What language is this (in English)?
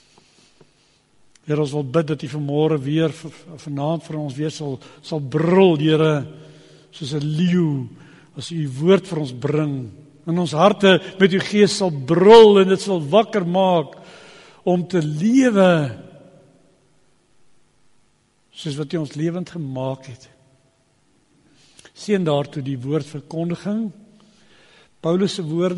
Afrikaans